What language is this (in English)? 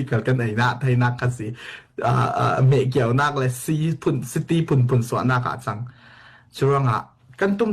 Falam Chin